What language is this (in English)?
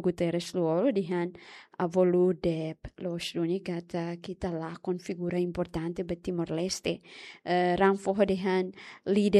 Tetum